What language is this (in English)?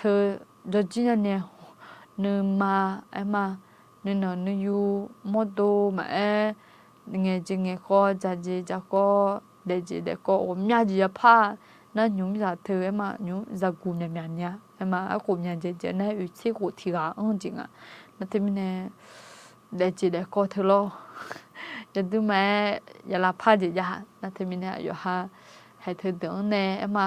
Akha